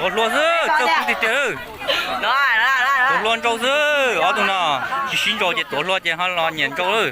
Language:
Hmong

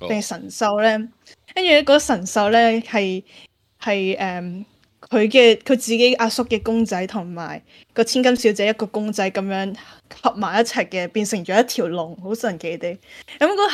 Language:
Cantonese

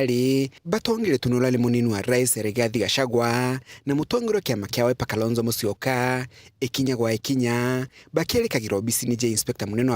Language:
Meru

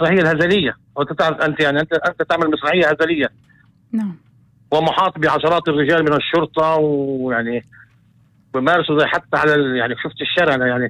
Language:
North Levantine Arabic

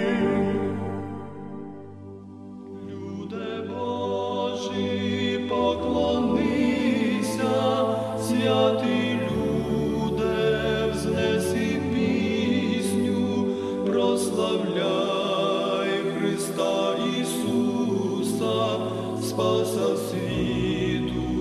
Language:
Ukrainian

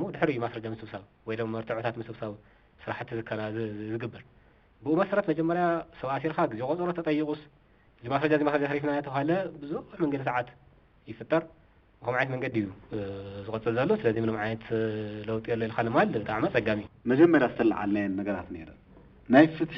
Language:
Tigrinya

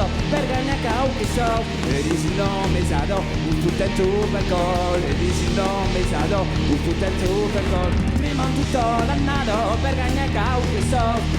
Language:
Occitan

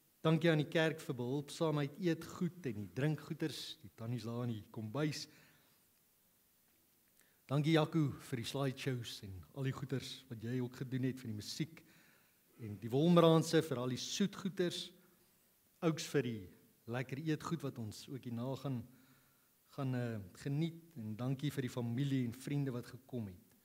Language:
Afrikaans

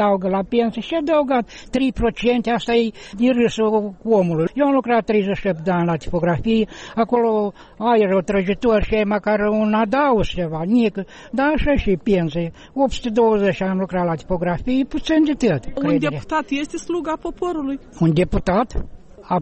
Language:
Romanian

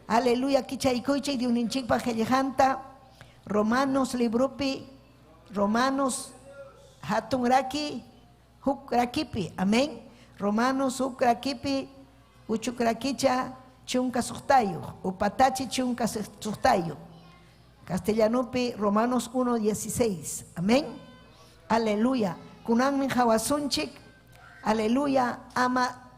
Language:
Ayacucho Quechua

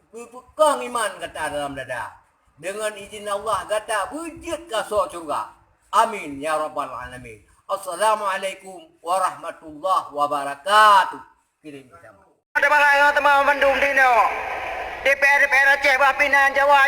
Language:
Achinese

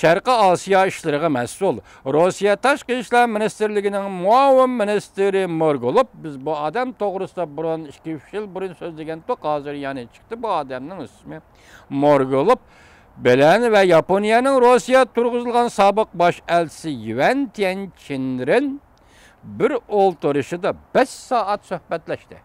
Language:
Uyghur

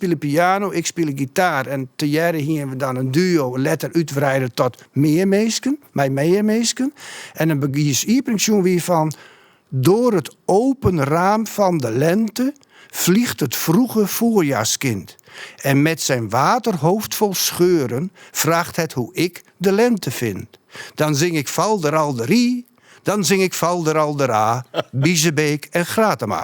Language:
Western Frisian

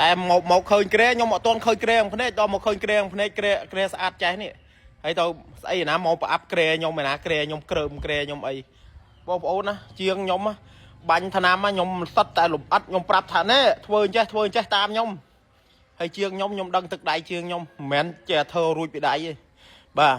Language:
Khmer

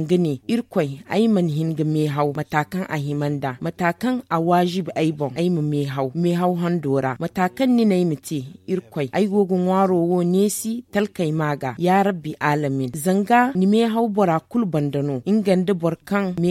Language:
Zarma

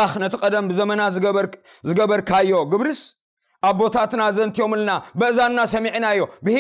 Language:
Tigrinya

